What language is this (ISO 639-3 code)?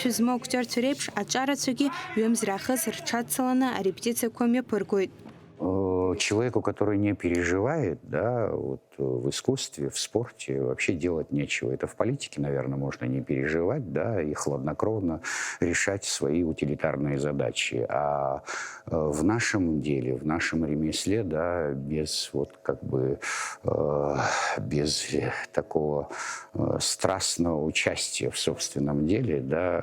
abk